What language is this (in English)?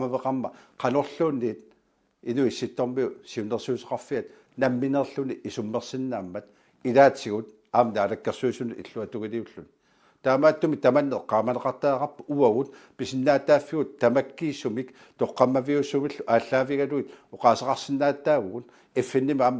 Kalaallisut